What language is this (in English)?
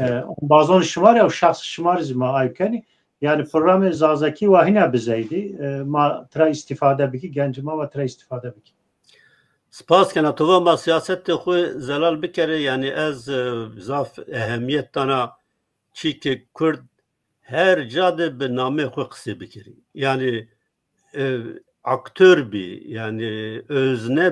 Zaza